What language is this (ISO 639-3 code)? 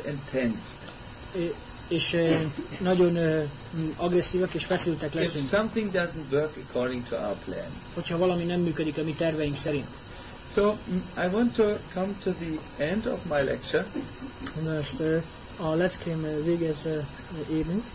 hun